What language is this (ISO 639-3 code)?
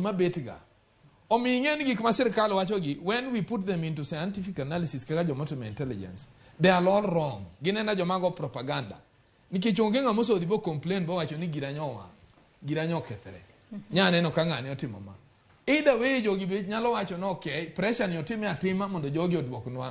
luo